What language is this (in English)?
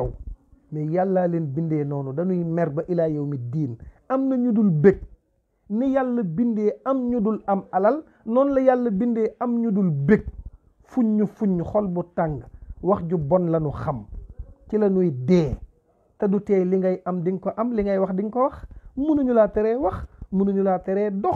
Wolof